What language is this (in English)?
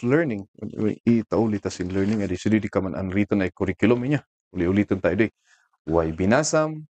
Kankanaey